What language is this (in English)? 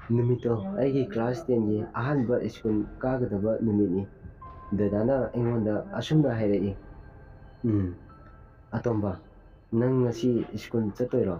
Manipuri